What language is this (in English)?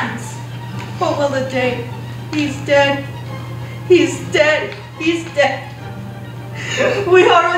English